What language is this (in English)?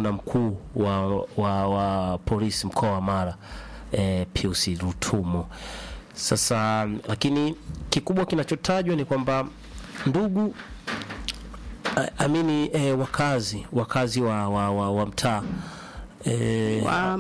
Swahili